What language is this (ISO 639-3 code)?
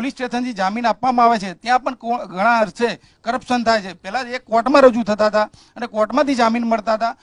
guj